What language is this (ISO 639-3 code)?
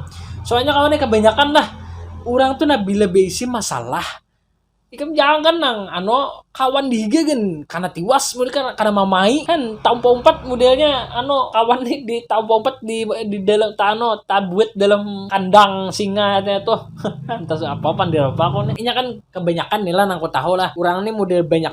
bjn